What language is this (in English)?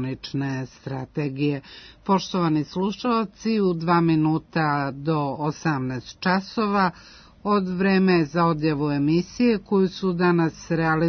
Serbian